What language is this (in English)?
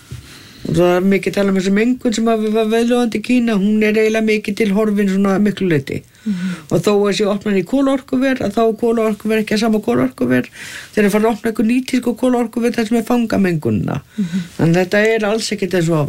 Icelandic